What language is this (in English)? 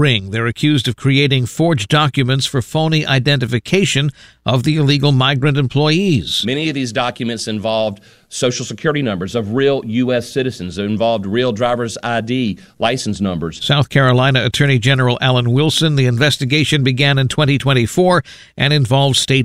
English